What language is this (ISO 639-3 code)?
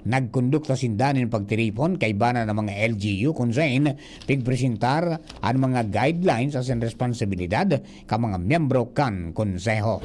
bik